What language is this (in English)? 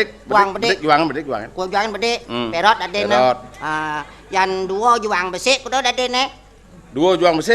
Balinese